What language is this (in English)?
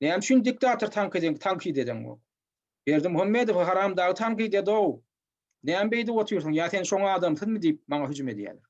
Turkmen